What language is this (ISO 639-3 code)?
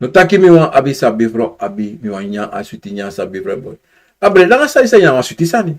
srn